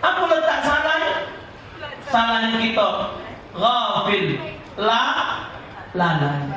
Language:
Musi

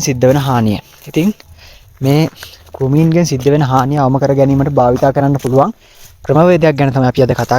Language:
Sinhala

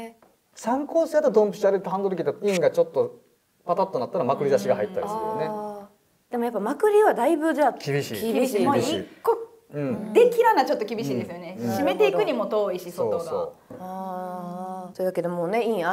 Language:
Japanese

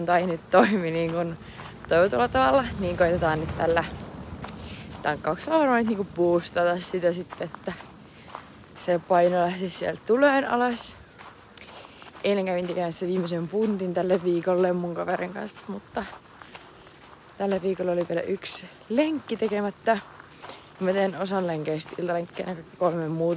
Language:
Finnish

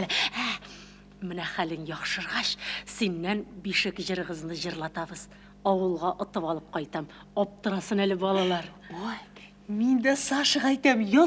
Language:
Tatar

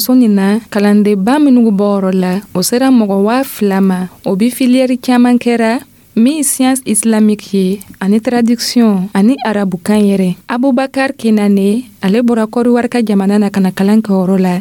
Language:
Dyula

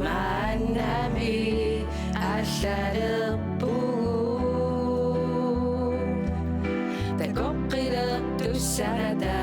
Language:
Kalaallisut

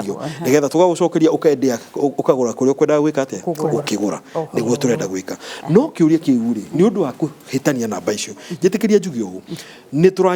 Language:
Kikuyu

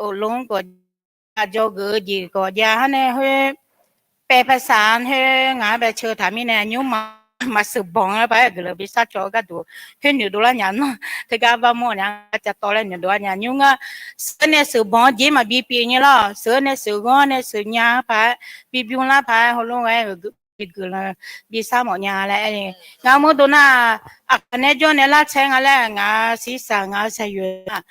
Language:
Akha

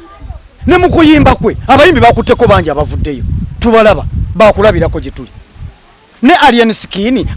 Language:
Ganda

